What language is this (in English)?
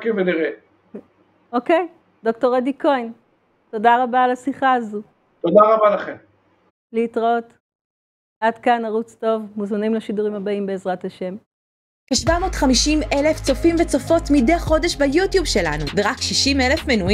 Hebrew